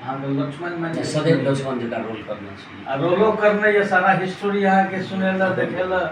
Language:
Maithili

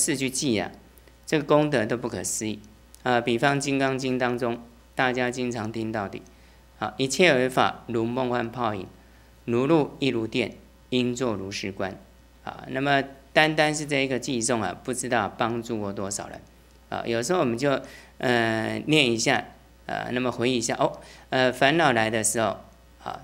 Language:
Chinese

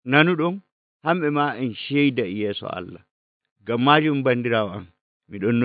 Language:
Nigerian Fulfulde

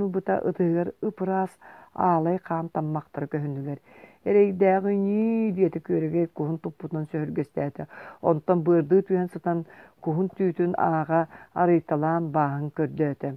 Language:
Yakut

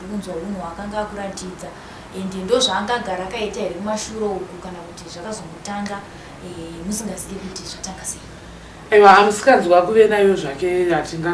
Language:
Shona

